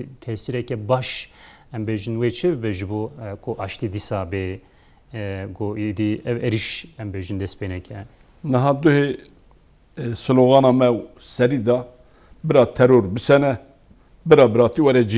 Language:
Kurdish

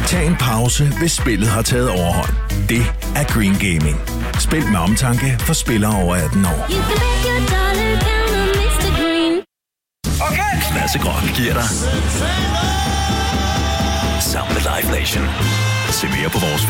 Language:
Danish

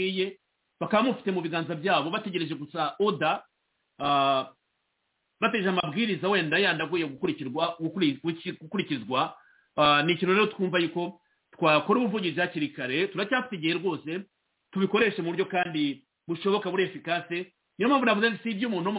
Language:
Kinyarwanda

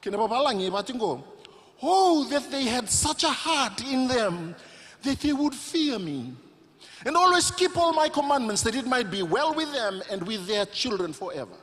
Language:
Fijian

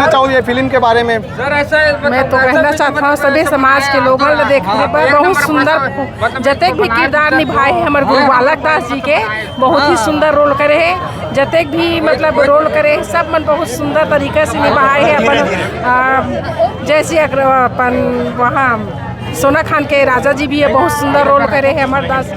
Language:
Chhattisgarhi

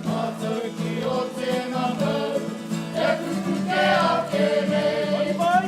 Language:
Māori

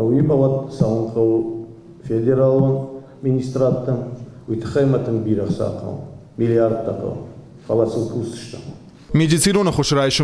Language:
Ossetic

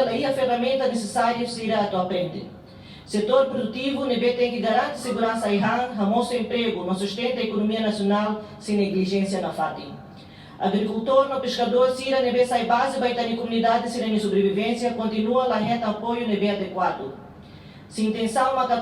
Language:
Tetum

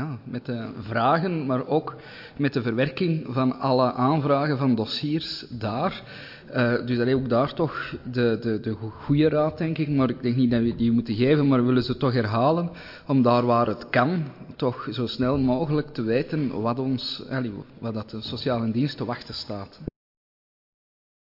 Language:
Dutch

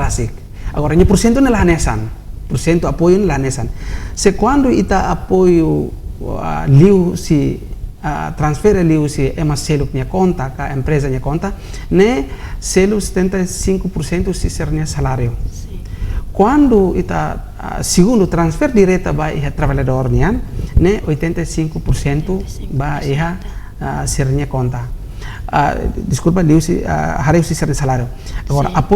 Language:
Tetum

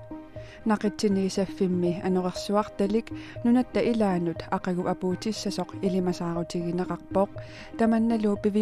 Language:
Kalaallisut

